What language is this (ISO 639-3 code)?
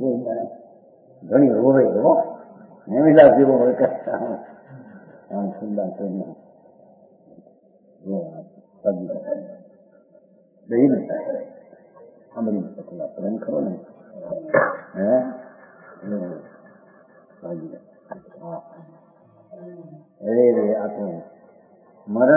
guj